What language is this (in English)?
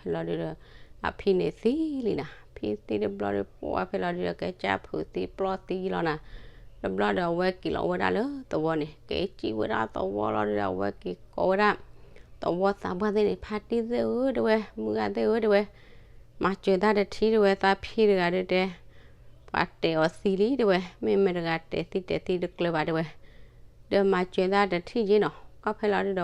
S'gaw Karen